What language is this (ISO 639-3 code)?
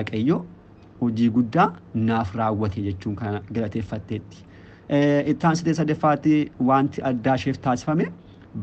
orm